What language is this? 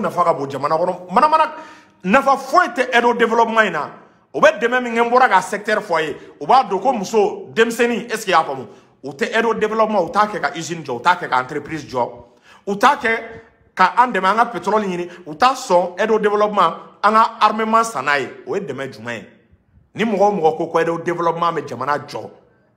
Bambara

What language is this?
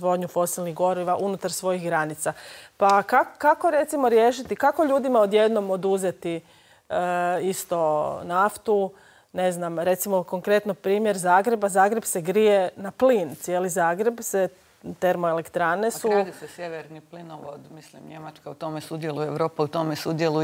Croatian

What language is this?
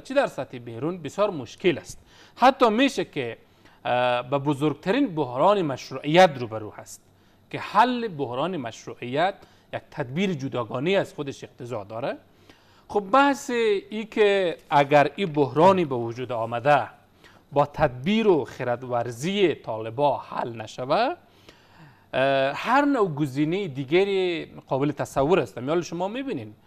Persian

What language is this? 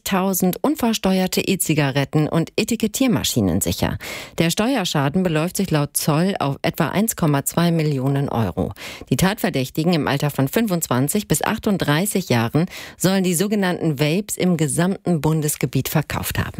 German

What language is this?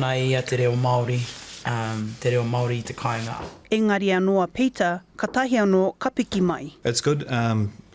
Māori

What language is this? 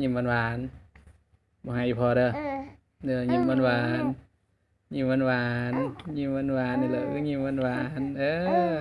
Northeastern Thai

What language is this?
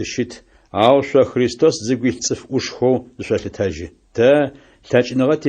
Adyghe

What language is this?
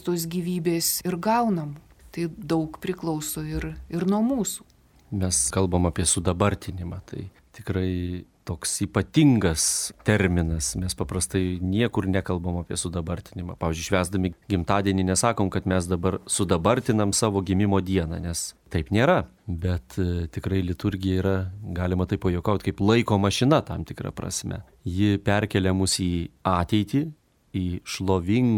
Lithuanian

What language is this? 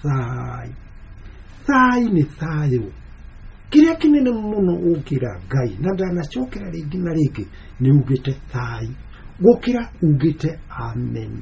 Kikuyu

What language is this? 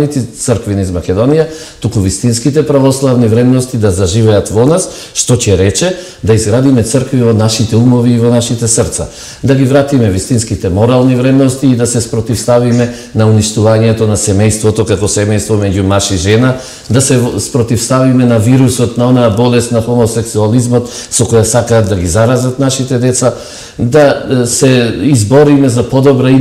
Macedonian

